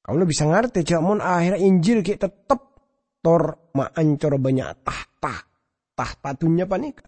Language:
Madurese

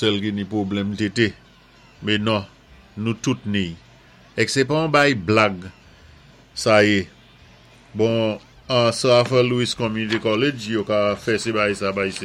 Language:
Saint Lucian Creole French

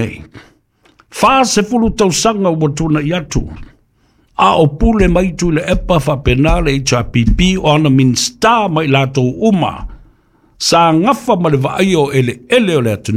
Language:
Samoan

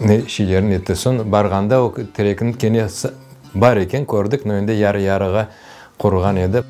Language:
Crimean Tatar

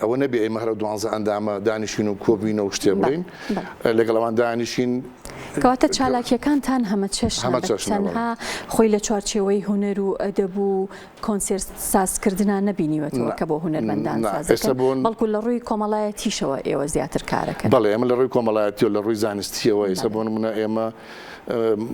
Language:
Central Kurdish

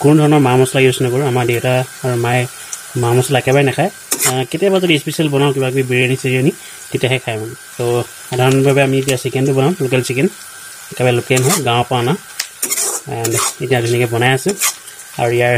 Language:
Assamese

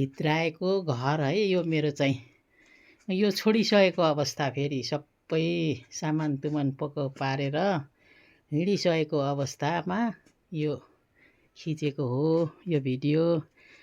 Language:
Nepali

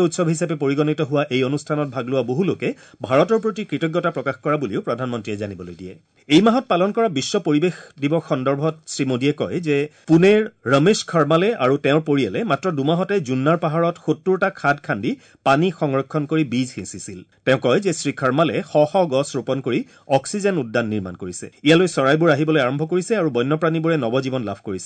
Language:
Assamese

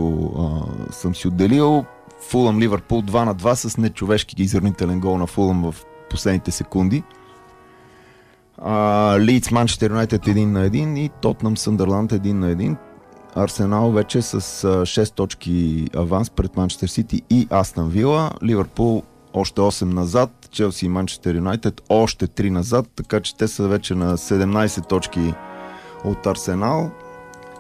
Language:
Bulgarian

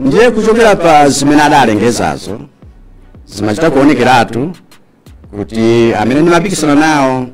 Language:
Nyanja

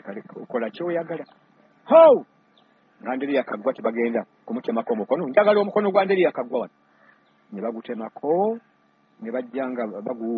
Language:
Ganda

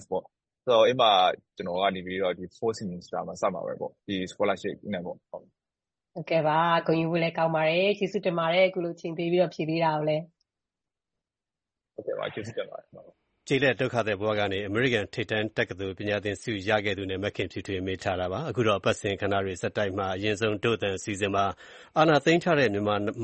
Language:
Burmese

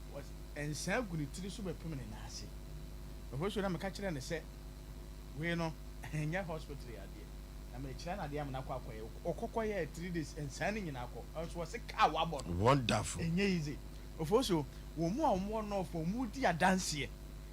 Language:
Akan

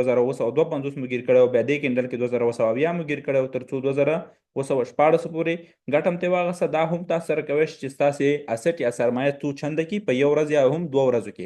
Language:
Pashto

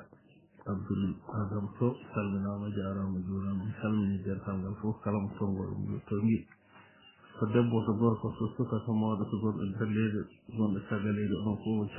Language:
Fula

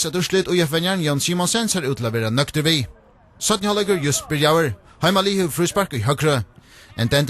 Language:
Faroese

